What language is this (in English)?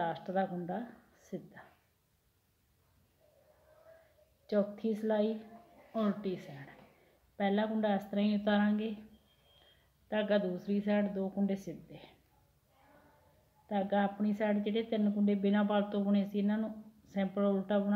Punjabi